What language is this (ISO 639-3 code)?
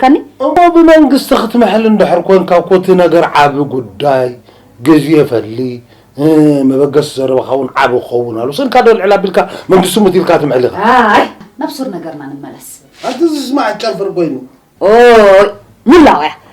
tir